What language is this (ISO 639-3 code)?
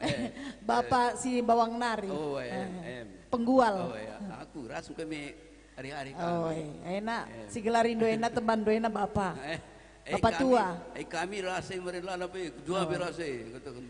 btx